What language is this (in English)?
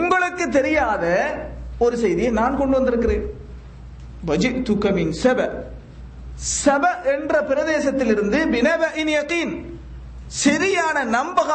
Tamil